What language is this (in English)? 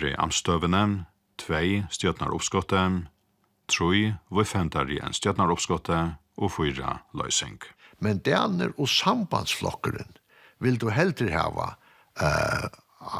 Faroese